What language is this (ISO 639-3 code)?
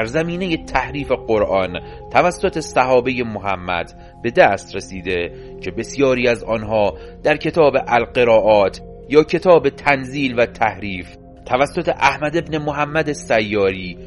fas